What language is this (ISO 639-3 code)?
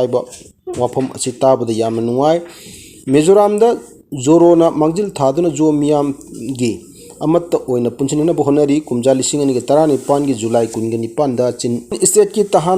mni